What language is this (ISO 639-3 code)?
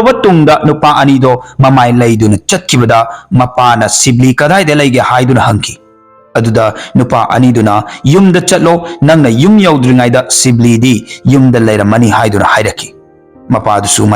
mni